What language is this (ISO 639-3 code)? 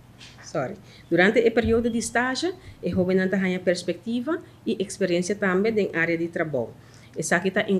pap